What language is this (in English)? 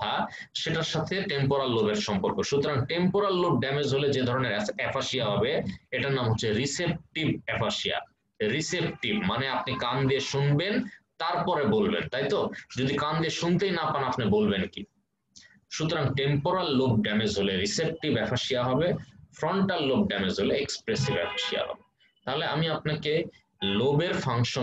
Bangla